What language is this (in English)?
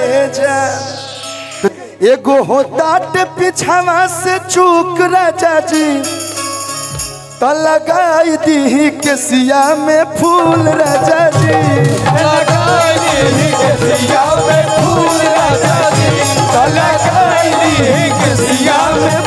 Bhojpuri